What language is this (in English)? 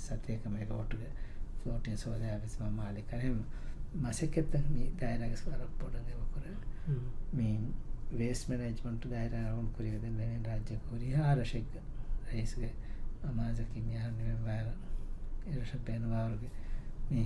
Divehi